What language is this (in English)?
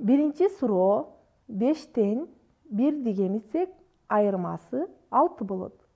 Kyrgyz